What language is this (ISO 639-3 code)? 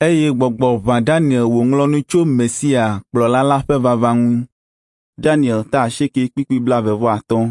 ewe